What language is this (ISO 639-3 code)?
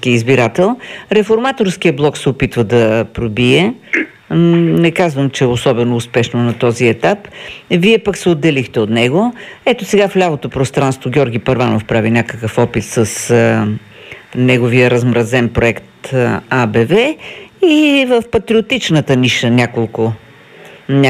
bul